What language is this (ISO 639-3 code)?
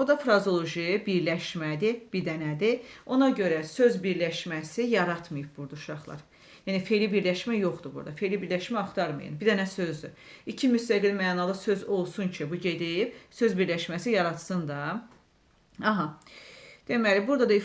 aze